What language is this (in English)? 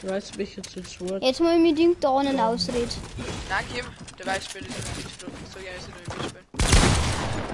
Bavarian